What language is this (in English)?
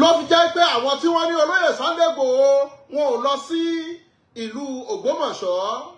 Yoruba